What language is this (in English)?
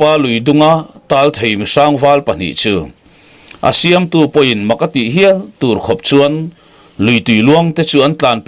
Mizo